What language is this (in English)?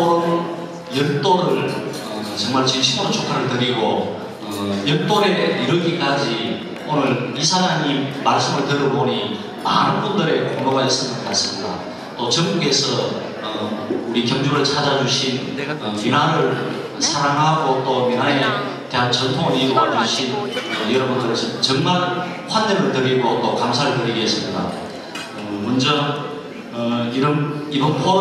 Korean